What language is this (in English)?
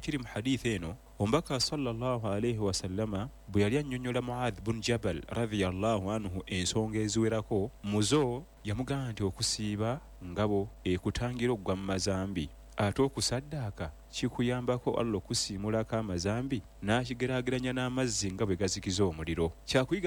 Ganda